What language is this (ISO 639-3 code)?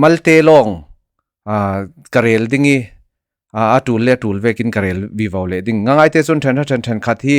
cfm